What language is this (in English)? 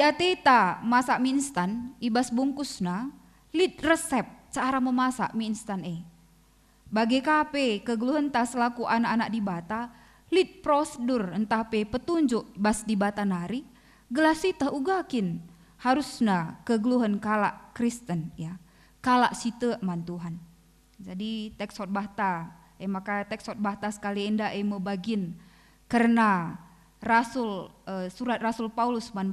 Batak Karo